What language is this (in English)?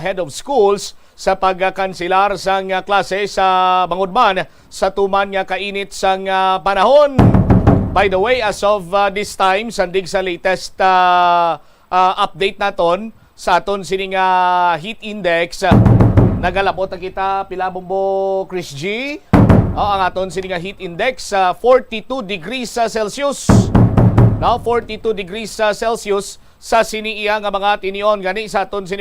Hiligaynon